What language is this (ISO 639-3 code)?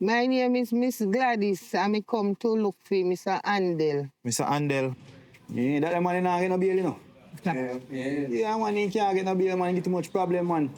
jam